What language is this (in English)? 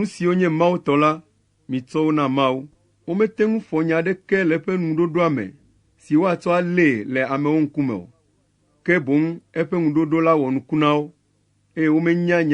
Ewe